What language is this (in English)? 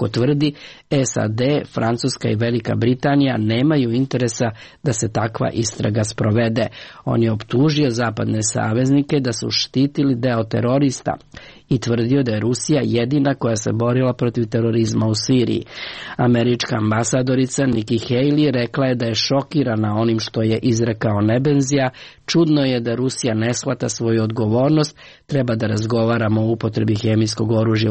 Serbian